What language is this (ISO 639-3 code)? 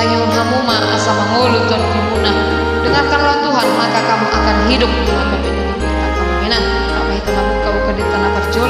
bbc